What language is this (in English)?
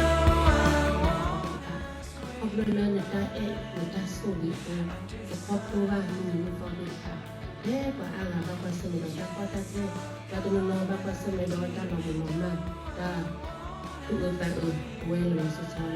S'gaw Karen